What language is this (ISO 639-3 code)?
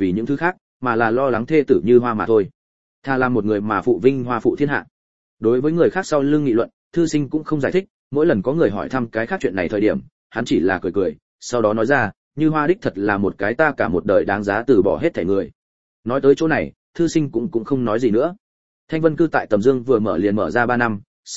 vie